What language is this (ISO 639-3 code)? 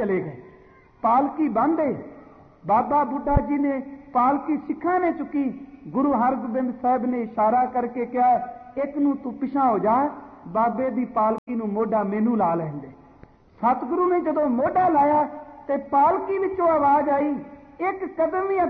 pan